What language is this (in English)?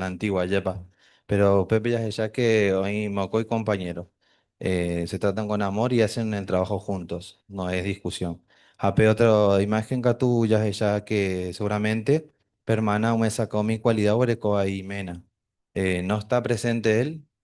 Guarani